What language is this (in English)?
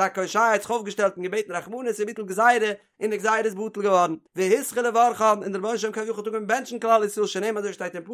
Yiddish